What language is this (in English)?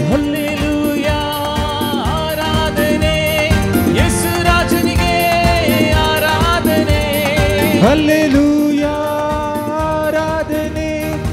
Kannada